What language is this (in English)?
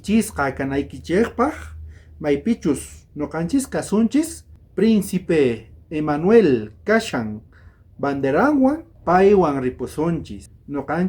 South Bolivian Quechua